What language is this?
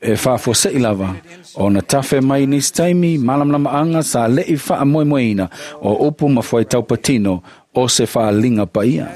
Samoan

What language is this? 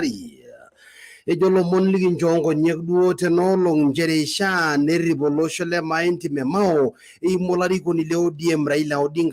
Masai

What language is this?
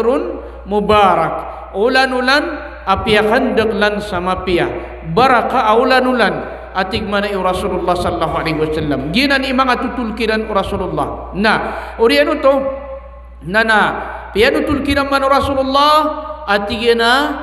Maranao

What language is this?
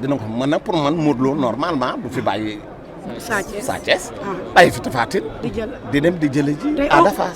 Wolof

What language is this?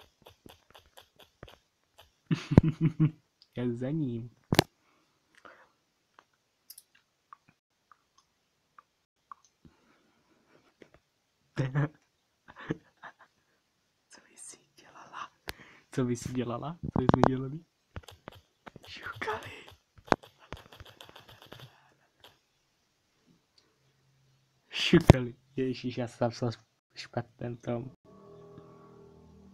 Czech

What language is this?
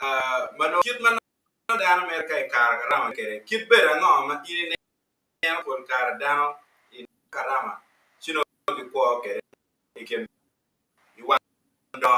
Acoli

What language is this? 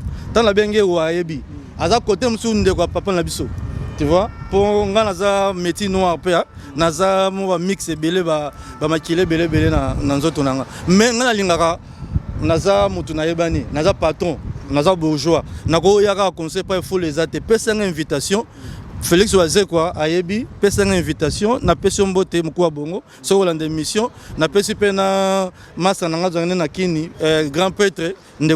Lingala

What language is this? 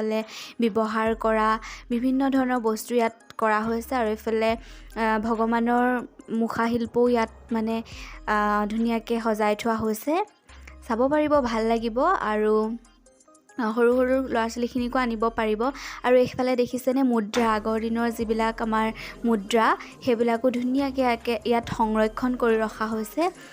Assamese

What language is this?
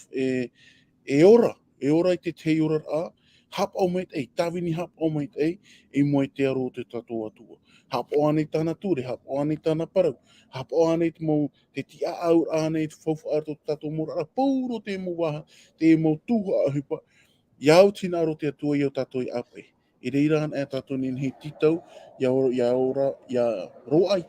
Tahitian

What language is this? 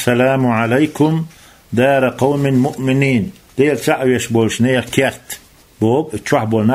Chechen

